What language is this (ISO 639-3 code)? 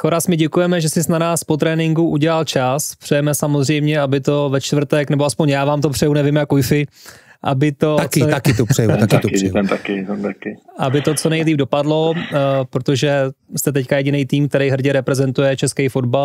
ces